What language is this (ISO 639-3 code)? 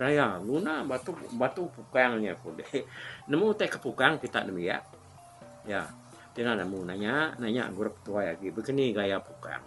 iba